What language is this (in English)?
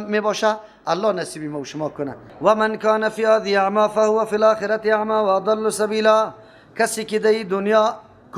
Persian